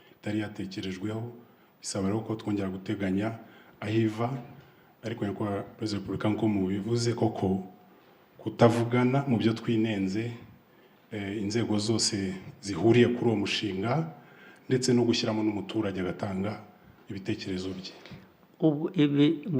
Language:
Kinyarwanda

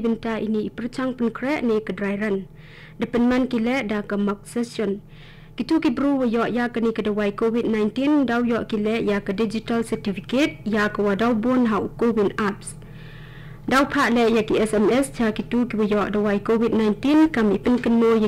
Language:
Khasi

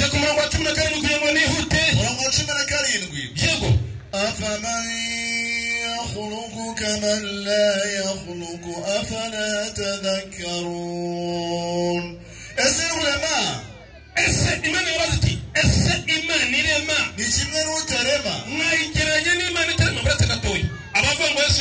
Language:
Kinyarwanda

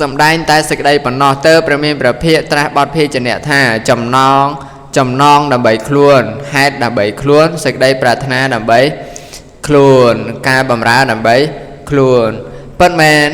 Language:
Khmer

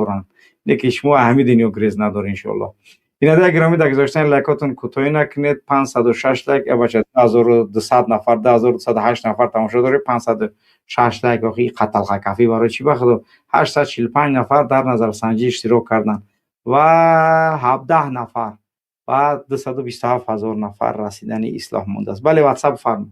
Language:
Tajik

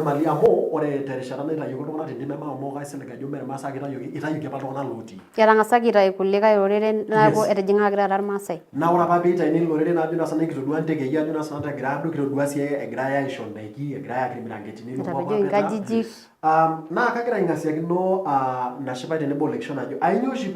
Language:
Masai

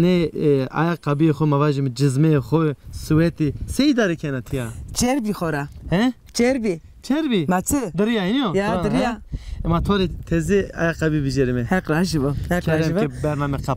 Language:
Zaza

